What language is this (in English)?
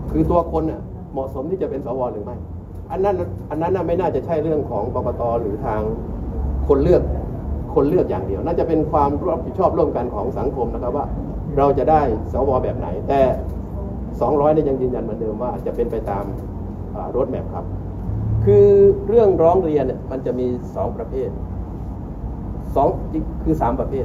Thai